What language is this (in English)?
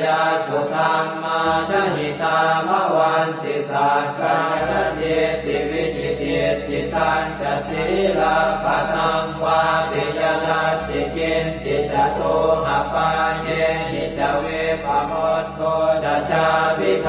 Pali